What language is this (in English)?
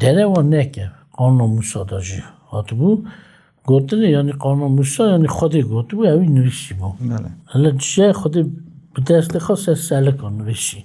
Kurdish